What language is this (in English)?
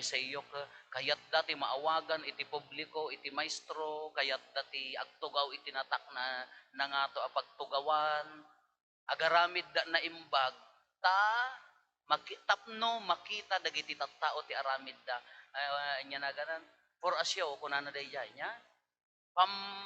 Iloko